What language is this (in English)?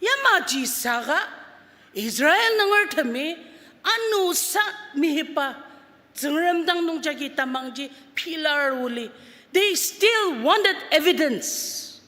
Ao Naga